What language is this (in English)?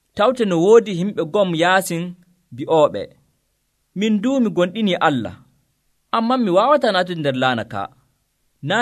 Nigerian Fulfulde